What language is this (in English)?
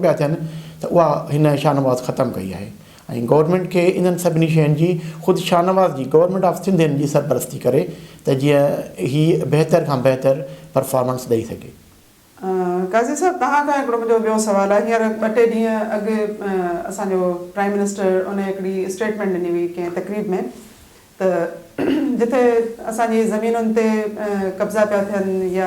Sindhi